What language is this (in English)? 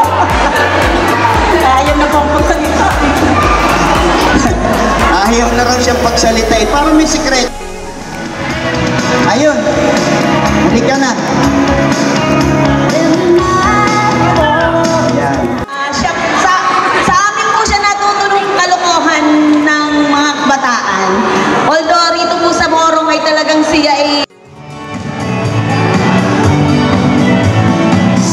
Filipino